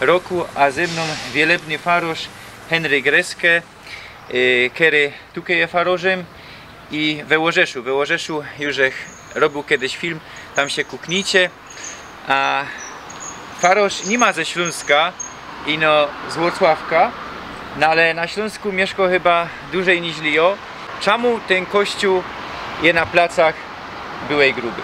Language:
Silesian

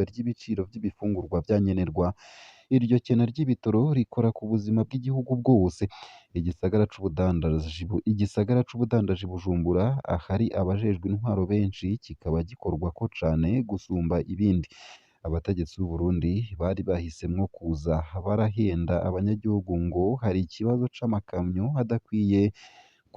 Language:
Rundi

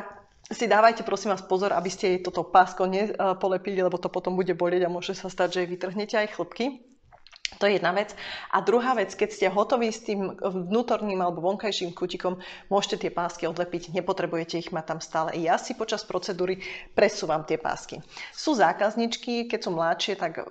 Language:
Slovak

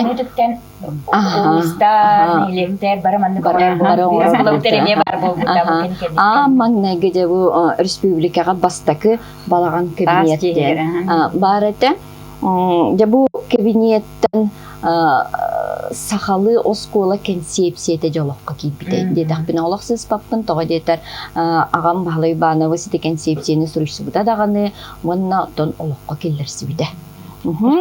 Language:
Yakut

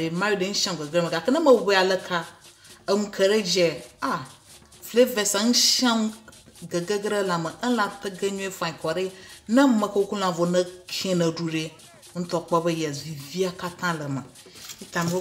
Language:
Ewe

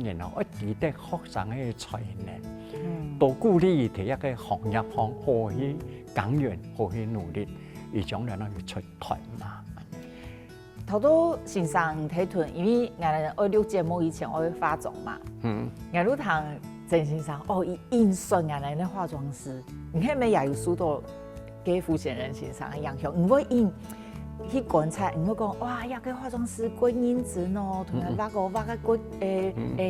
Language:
Hakka Chinese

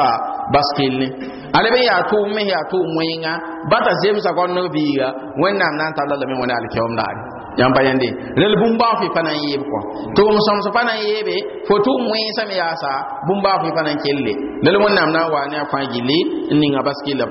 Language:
Mossi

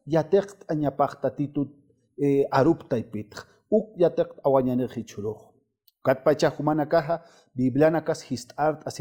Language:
Aymara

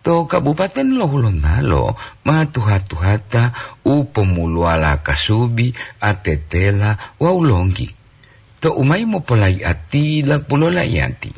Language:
Gorontalo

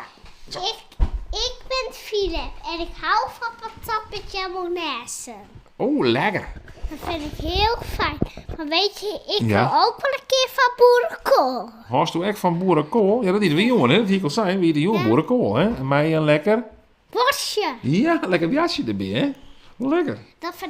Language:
Western Frisian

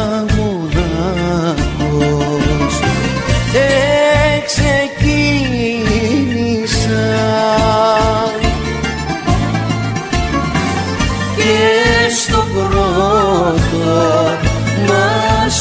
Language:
Greek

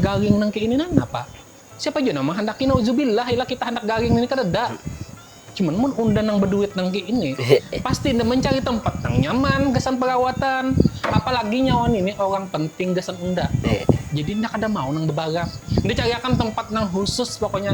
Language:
Banjar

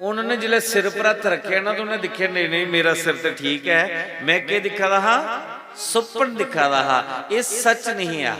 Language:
Dogri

